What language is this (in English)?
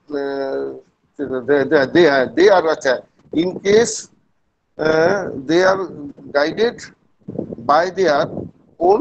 Santali